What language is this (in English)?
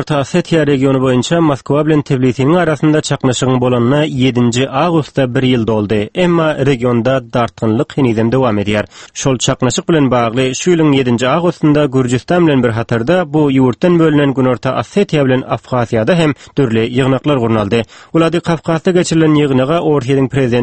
Turkmen